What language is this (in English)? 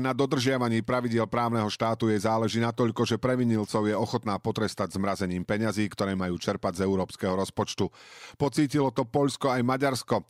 Slovak